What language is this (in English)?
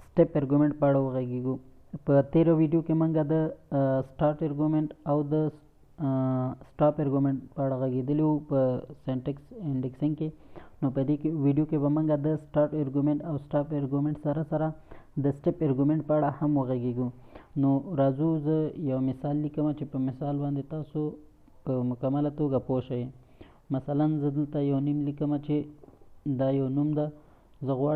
Pashto